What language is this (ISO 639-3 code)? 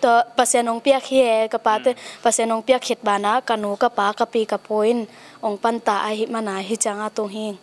ctd